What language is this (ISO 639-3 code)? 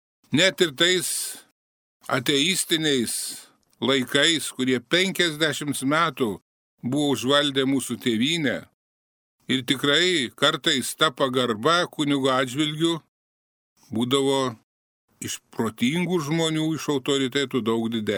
lit